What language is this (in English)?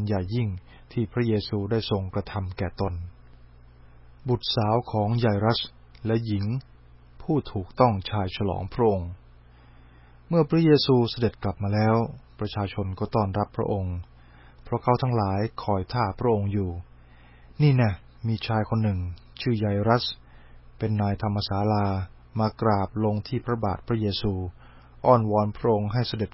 Thai